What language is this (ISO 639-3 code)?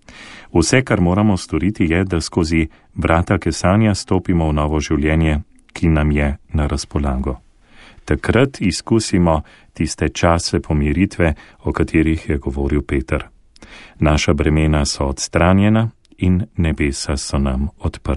slv